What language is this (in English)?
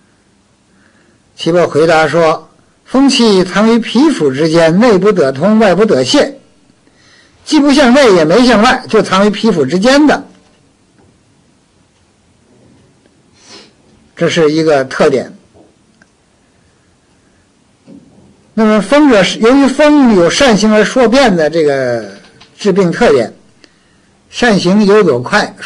Chinese